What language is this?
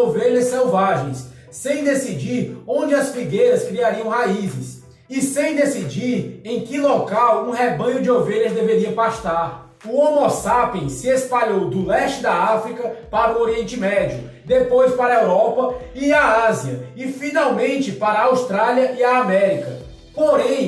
Portuguese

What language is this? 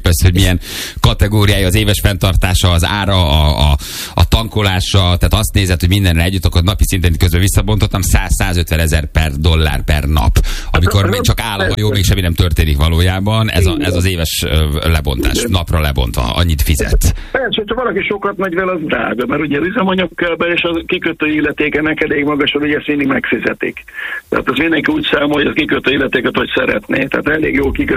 Hungarian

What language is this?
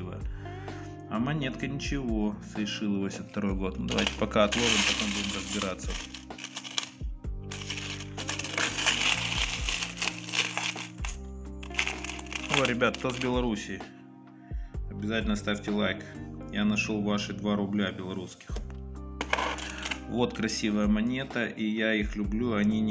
Russian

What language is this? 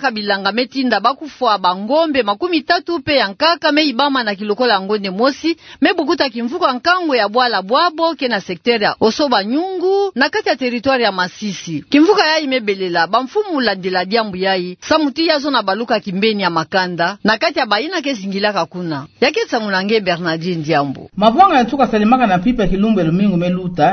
Kituba (Democratic Republic of Congo)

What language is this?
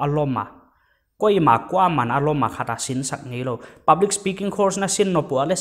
Paite Chin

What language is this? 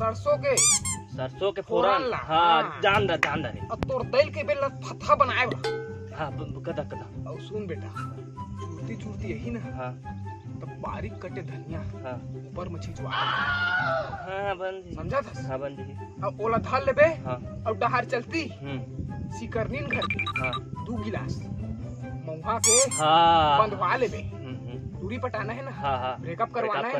Chhattisgarhi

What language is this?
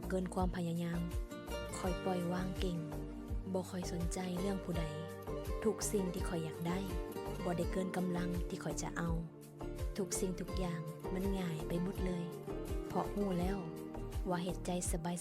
Lao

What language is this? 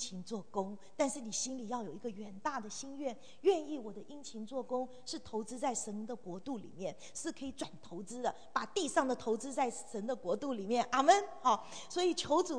Chinese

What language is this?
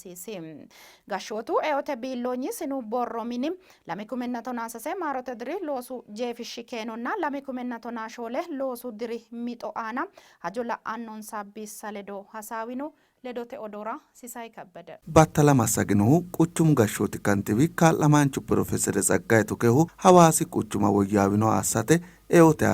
Sidamo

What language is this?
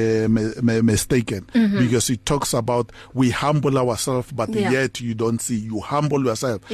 English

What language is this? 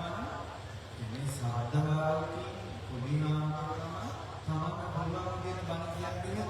Sinhala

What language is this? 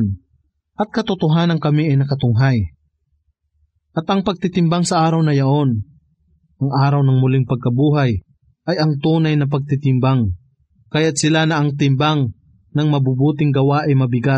Filipino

